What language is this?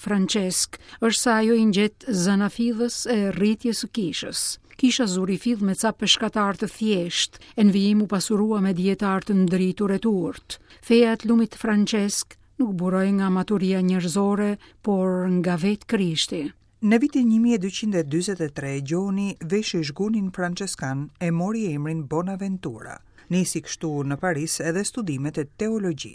Albanian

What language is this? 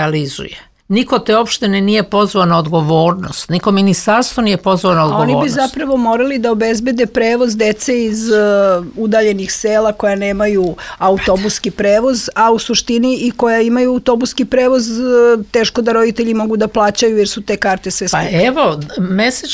Serbian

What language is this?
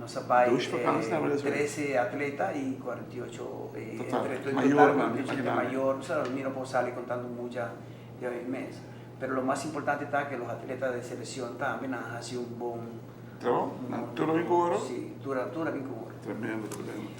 Papiamento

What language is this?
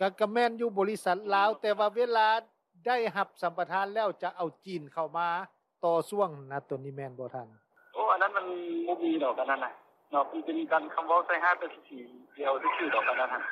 Lao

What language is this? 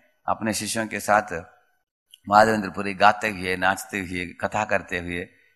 Hindi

